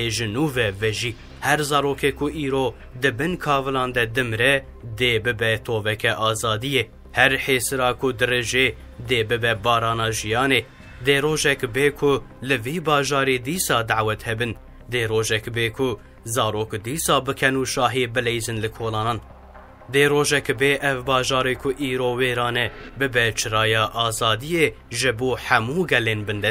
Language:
Kurdish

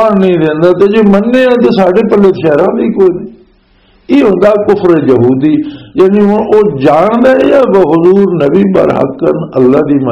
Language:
Western Panjabi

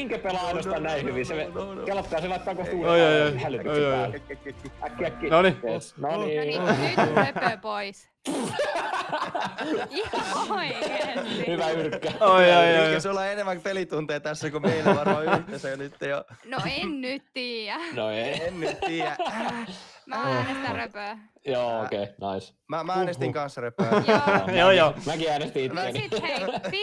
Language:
Finnish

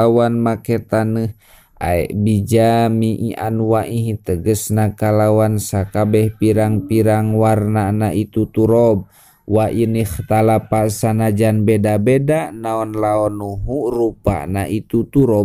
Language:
Sundanese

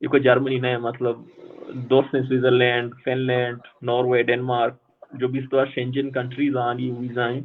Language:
Baluchi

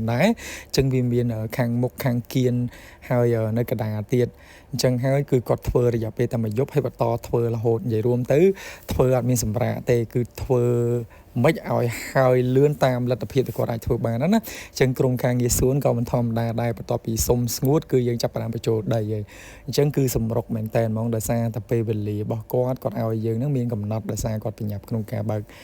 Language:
Khmer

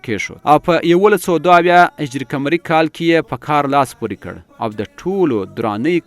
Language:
Pashto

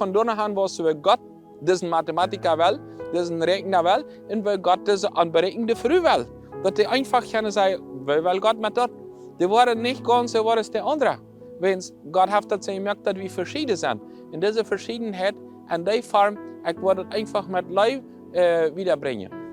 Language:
Plautdietsch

